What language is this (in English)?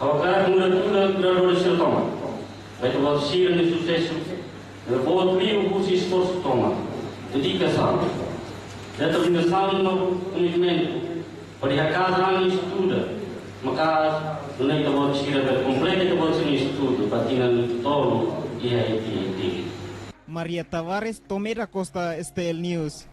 Tetum